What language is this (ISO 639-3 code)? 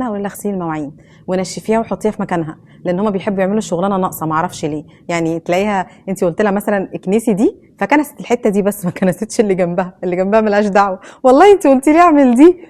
arz